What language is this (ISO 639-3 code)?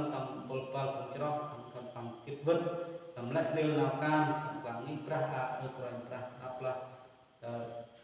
cmo